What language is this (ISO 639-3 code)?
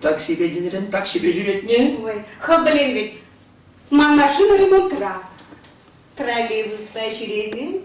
chv